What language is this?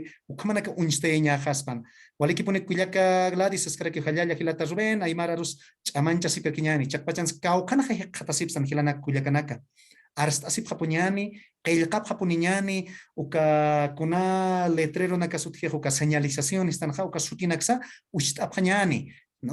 Aymara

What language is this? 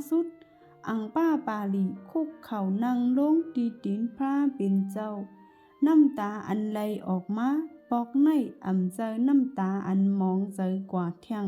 Shan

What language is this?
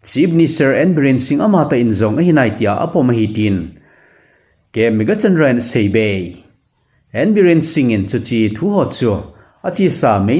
Thado Chin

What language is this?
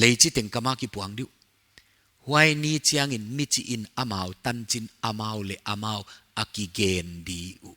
Paite Chin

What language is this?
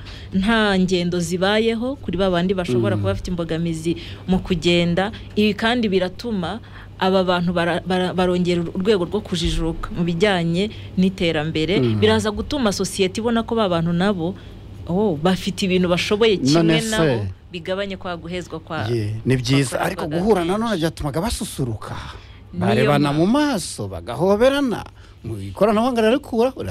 Kinyarwanda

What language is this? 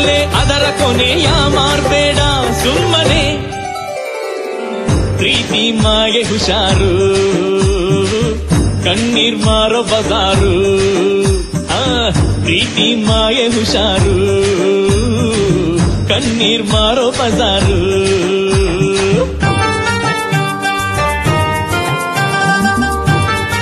Kannada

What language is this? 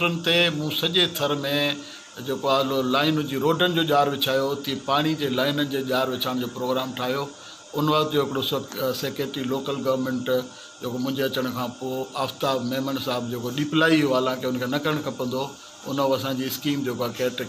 Sindhi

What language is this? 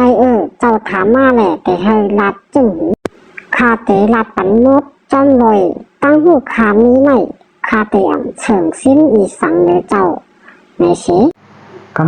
Shan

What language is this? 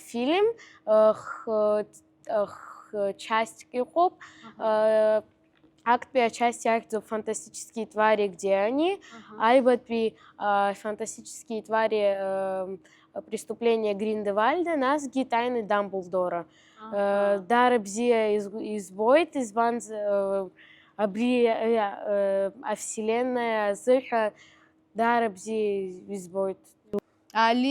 Abkhazian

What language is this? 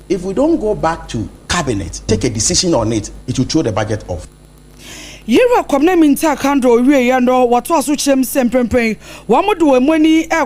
Akan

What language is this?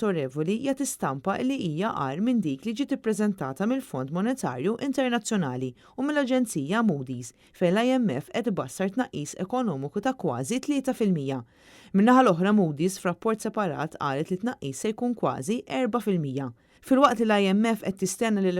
Maltese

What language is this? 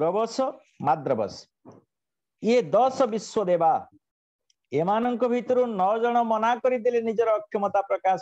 Odia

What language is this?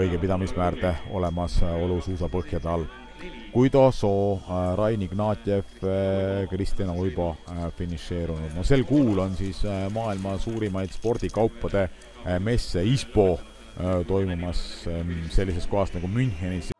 Estonian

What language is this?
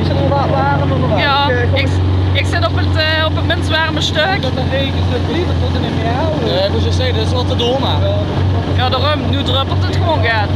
Limburgish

